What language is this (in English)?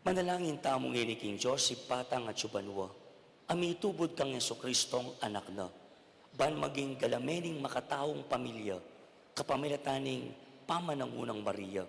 Pampanga